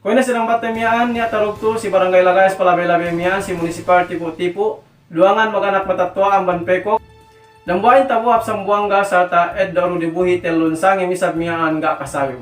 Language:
Yakan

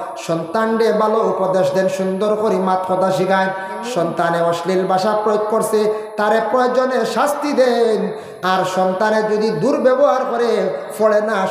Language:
Sylheti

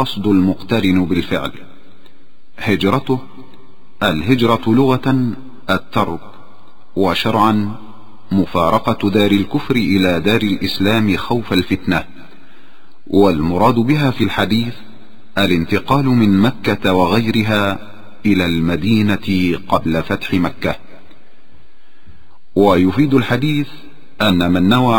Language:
Arabic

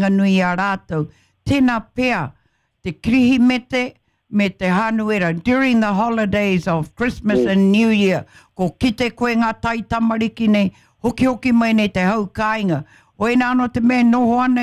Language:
Māori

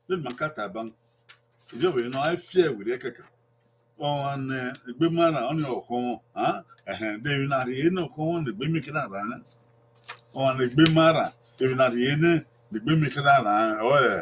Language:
Bini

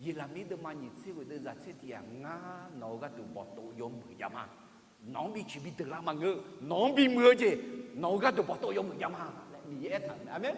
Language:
Akha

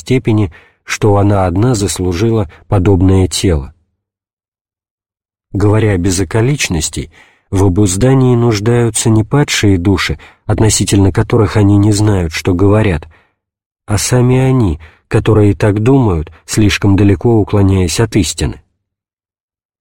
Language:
Russian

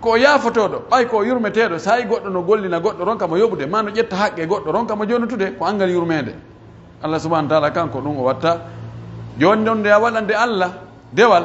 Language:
Pular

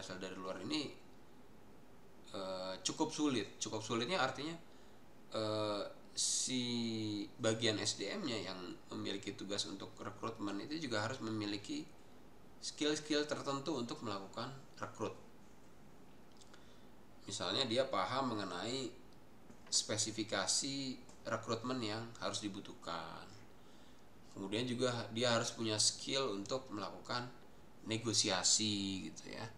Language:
Indonesian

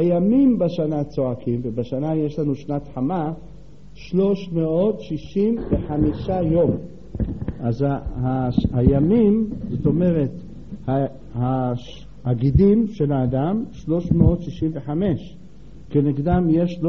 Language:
Hebrew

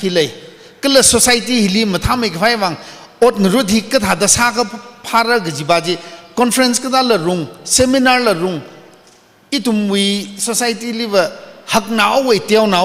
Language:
Tangkhul Naga (India)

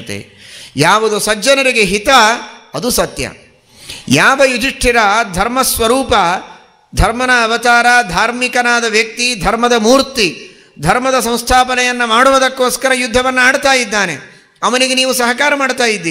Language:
Kannada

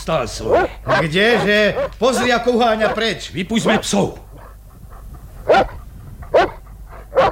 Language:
Slovak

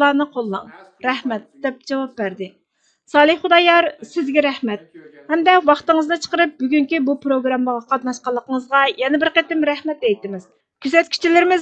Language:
Uyghur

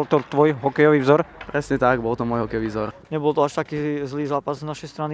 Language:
Slovak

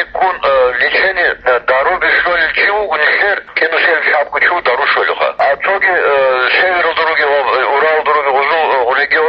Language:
Avaric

